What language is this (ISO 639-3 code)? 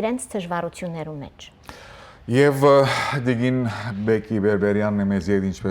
hyw